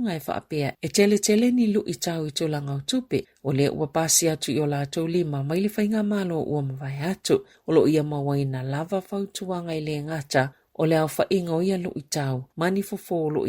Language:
Samoan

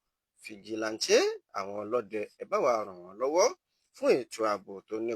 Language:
Yoruba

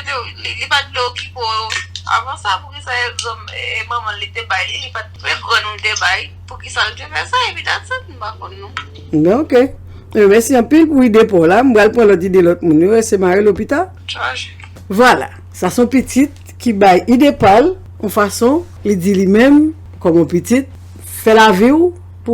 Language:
Haitian Creole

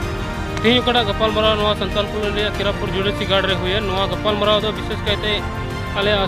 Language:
Santali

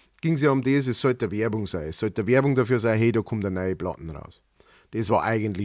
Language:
Bavarian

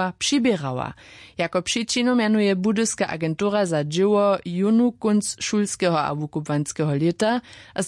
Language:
Upper Sorbian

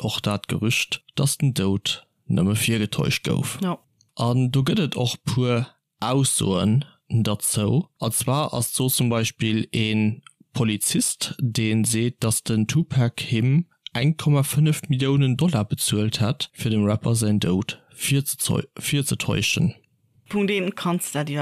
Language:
Luxembourgish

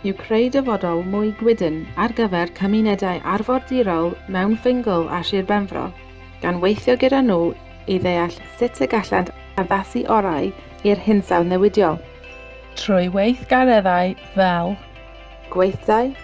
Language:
Welsh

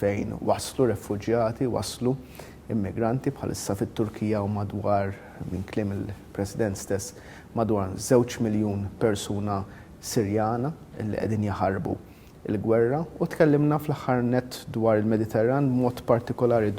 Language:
Maltese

